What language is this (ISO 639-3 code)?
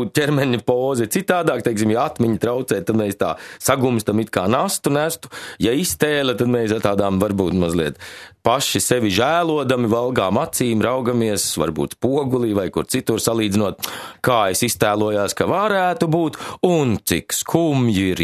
lav